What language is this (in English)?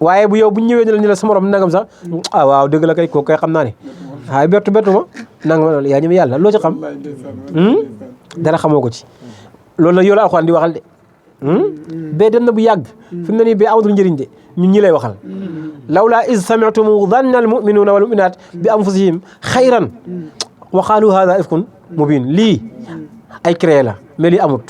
Wolof